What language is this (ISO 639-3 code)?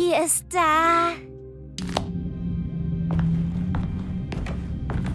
deu